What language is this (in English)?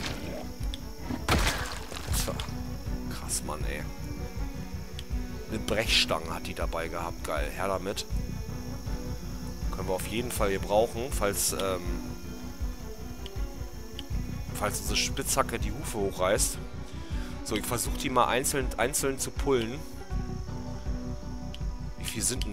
German